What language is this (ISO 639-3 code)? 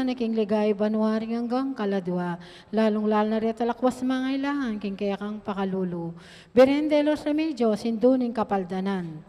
pam